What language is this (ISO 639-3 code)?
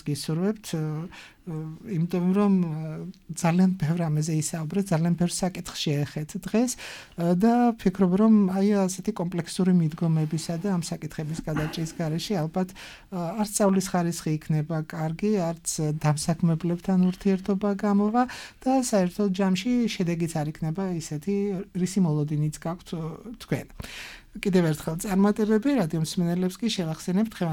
kat